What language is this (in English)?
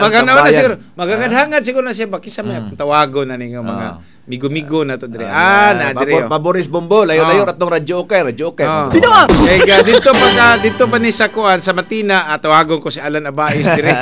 Cebuano